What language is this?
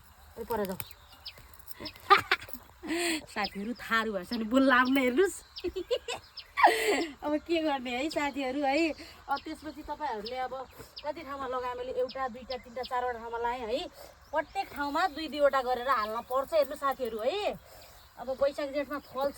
Nepali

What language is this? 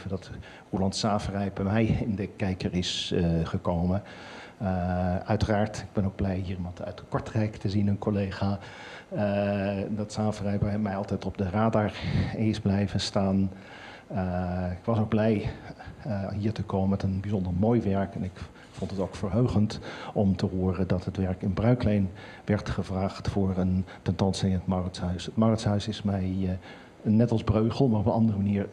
Dutch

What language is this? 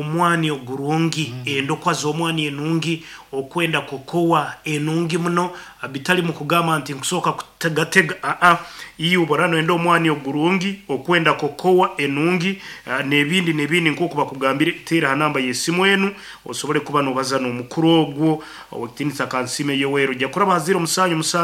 Nyoro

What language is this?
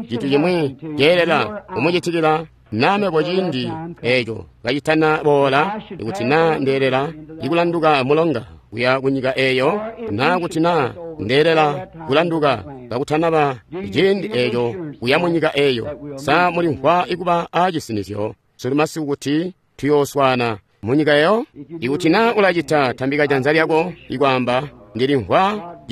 Tonga (Zambia)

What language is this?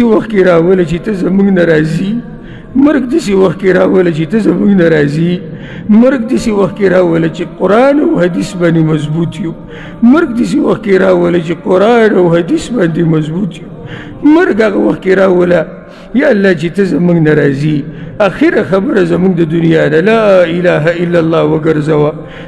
Pashto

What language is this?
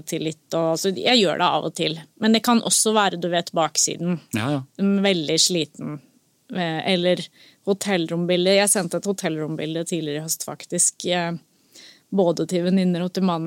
Norwegian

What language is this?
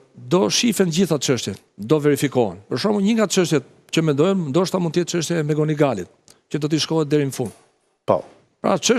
Albanian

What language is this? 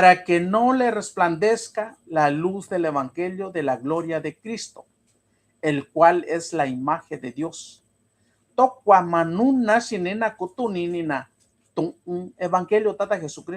Mixtepec Mixtec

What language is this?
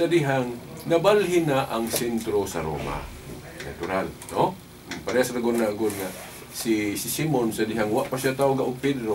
Cebuano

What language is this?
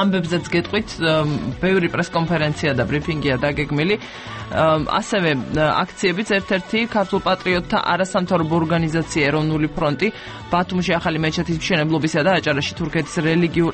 Georgian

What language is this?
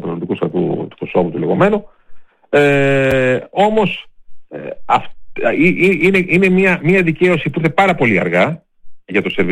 Greek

